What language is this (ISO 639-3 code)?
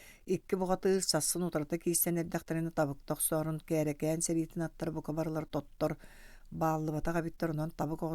sah